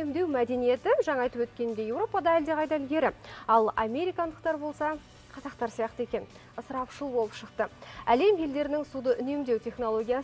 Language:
Kazakh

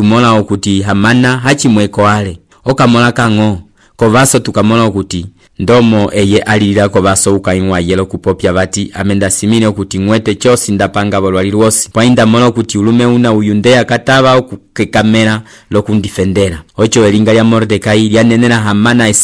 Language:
Umbundu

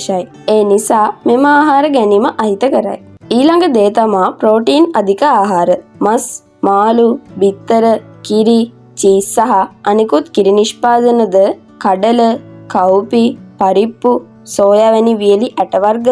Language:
Sinhala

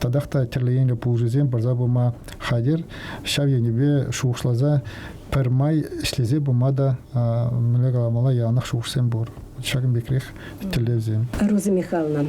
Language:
Chuvash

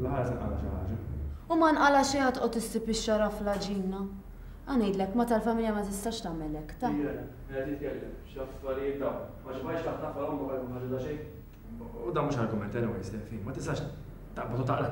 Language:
Maltese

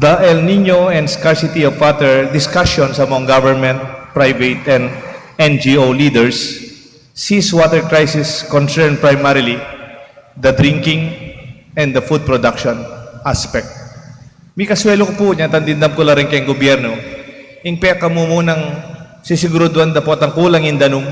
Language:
Pampanga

